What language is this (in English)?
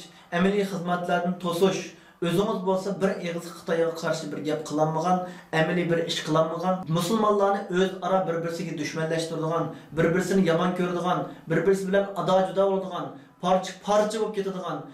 Uyghur